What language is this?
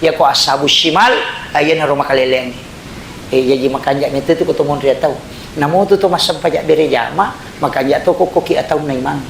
Buginese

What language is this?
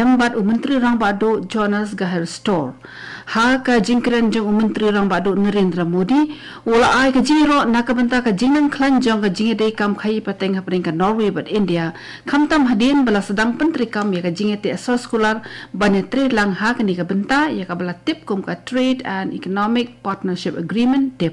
Khasi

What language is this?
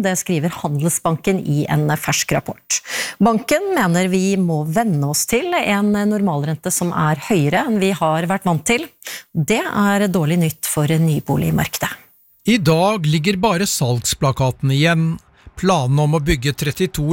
Norwegian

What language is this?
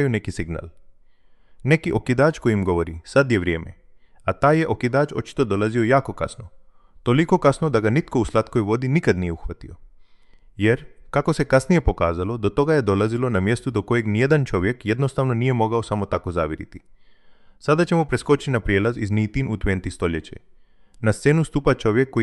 Croatian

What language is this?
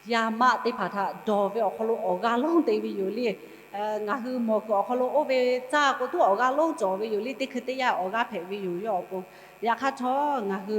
Lahu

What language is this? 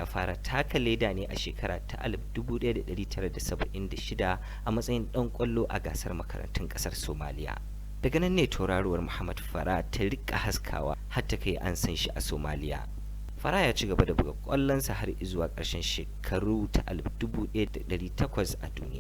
Hausa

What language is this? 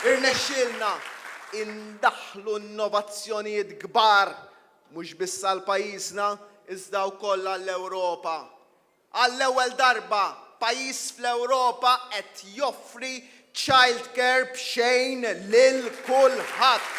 Maltese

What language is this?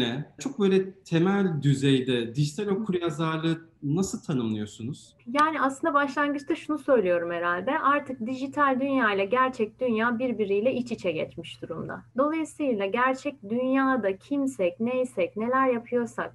Turkish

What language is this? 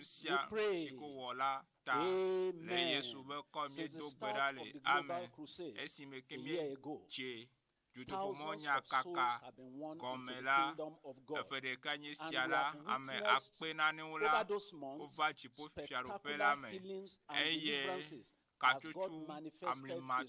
Ewe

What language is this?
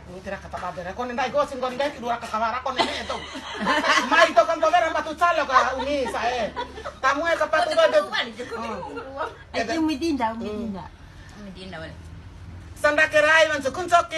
Bima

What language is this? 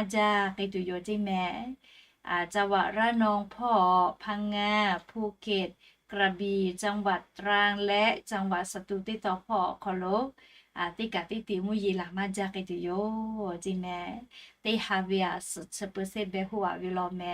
Lahu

